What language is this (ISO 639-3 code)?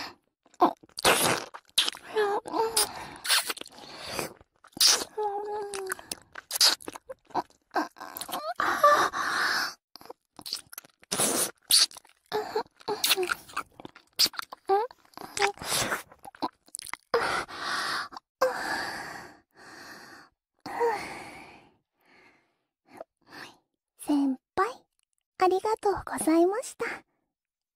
jpn